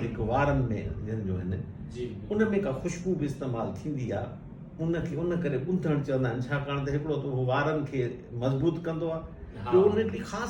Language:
Sindhi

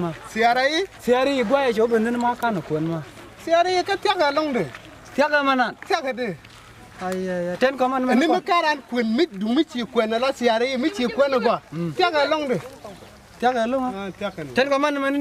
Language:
Nuer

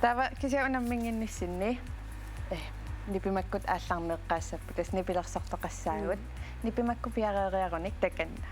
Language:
Kalaallisut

